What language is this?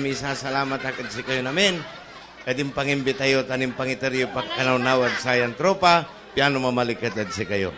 Pangasinan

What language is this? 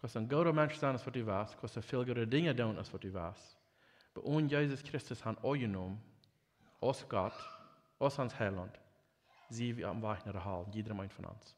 Plautdietsch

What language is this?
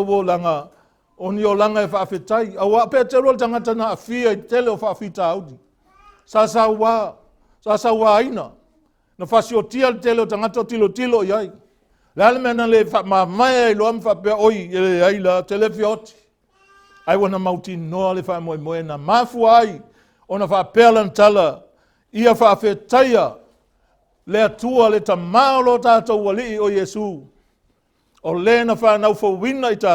Samoan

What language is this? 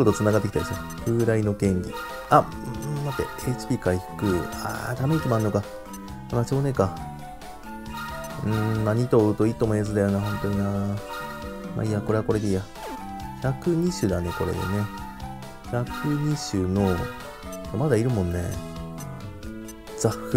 Japanese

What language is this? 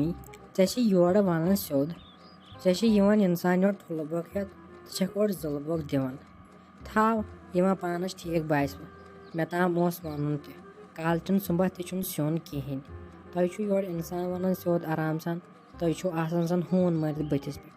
Kashmiri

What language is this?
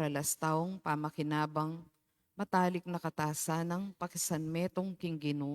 Pampanga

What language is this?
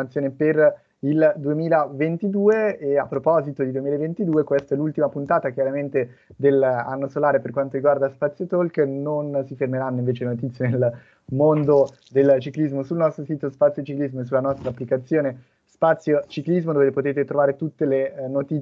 Italian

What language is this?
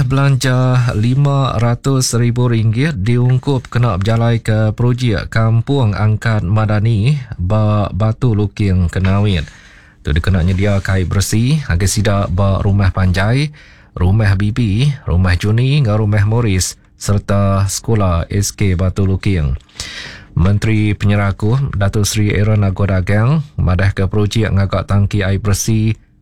Iban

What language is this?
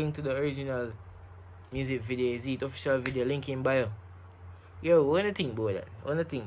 Jamaican Creole English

